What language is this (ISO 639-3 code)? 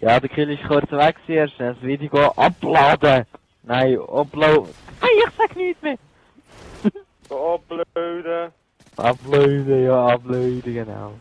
gsw